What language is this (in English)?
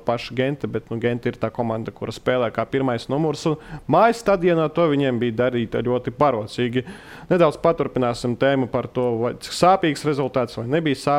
Latvian